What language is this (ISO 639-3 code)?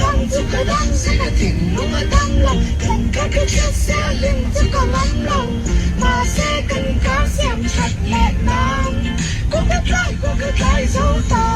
lus